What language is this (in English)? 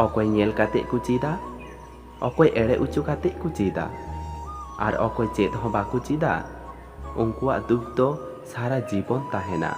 Santali